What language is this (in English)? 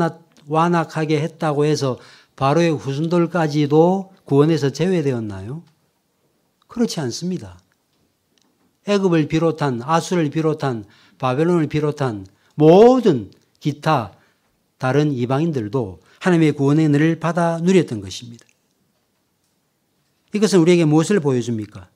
Korean